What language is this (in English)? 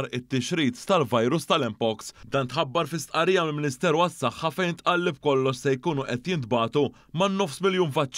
Maltese